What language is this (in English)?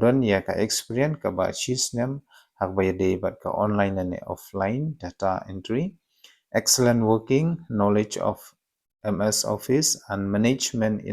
Khasi